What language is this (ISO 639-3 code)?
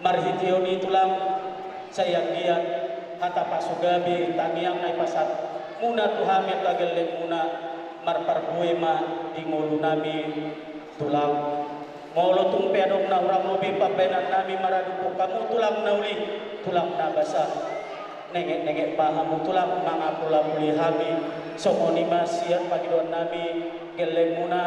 bbc